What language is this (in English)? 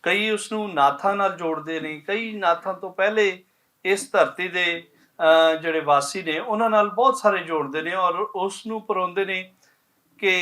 Western Panjabi